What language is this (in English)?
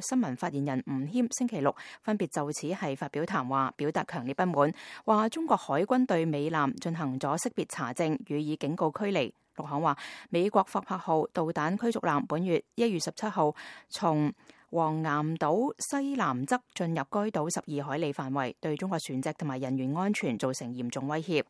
Cantonese